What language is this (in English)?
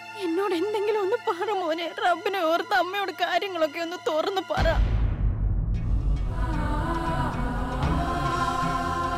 Malayalam